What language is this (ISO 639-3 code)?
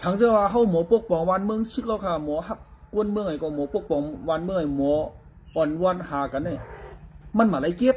shn